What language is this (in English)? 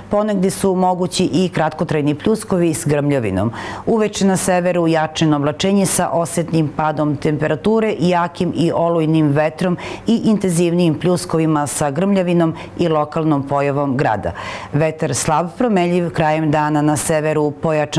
Serbian